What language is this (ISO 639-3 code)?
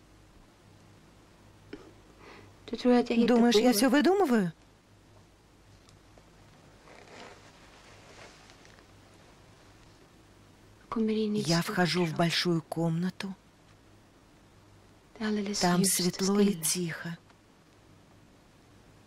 rus